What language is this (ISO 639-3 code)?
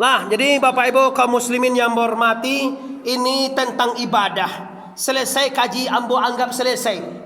min